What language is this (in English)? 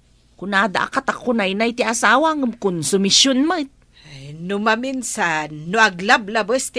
Iloko